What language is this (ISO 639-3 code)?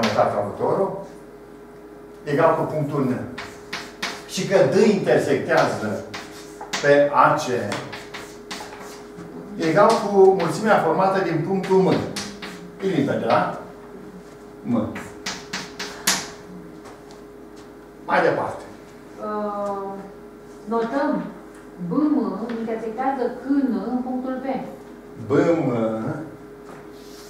ron